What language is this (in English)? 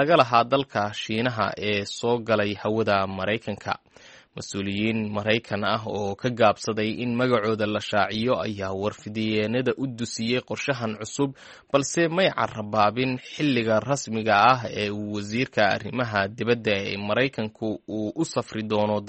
Somali